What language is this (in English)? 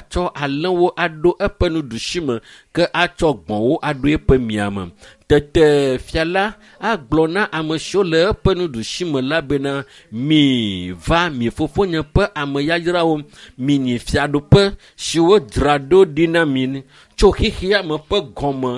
Ewe